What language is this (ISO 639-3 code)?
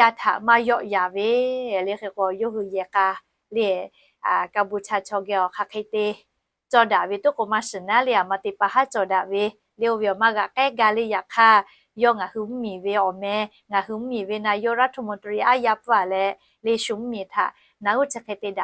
lhu